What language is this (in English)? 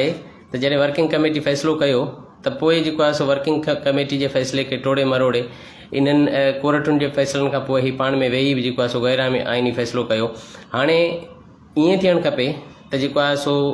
Sindhi